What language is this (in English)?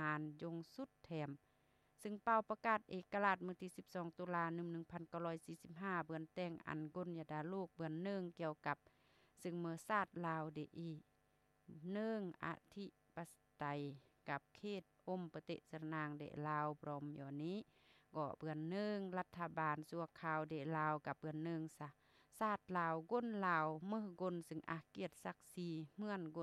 Lao